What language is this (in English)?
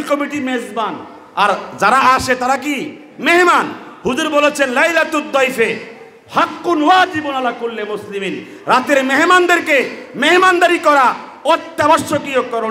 Bangla